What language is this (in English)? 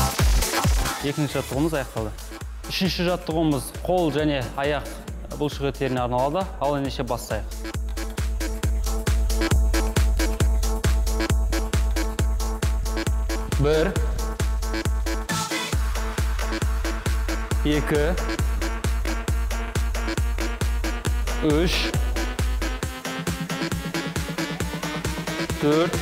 Kazakh